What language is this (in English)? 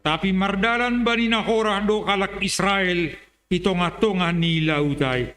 Batak Simalungun